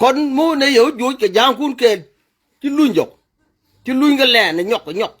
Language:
Nuer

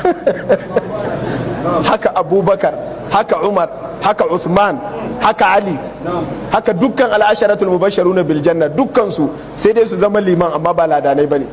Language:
Hausa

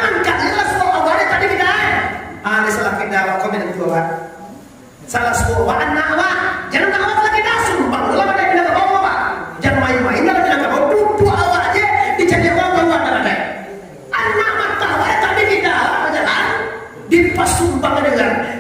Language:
Minangkabau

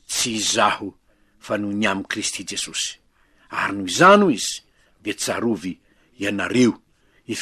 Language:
Malagasy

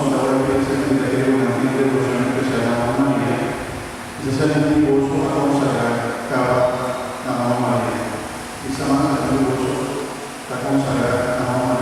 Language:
Papiamento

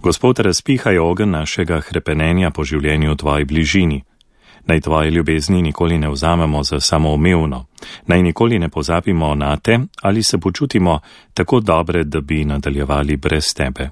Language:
Slovenian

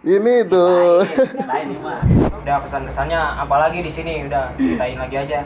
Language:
Betawi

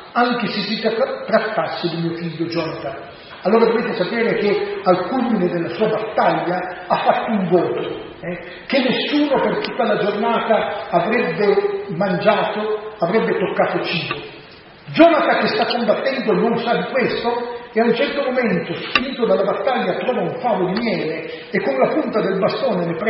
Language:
Italian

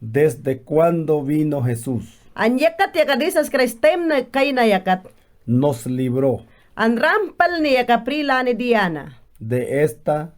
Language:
Mayangna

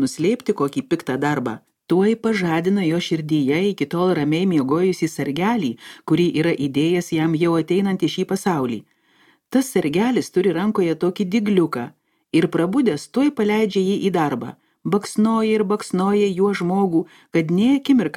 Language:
Lithuanian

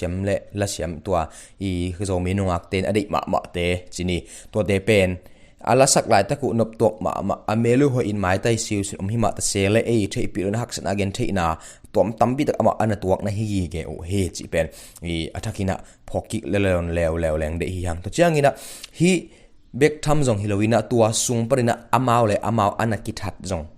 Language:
Tedim Chin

